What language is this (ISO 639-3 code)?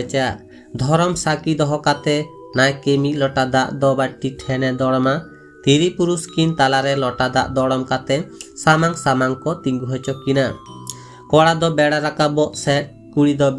sat